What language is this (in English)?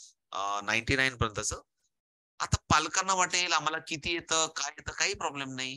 Marathi